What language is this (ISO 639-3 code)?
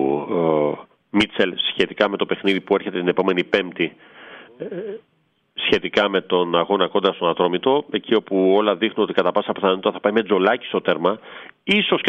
ell